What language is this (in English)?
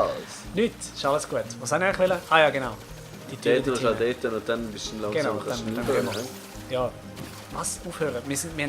Swiss German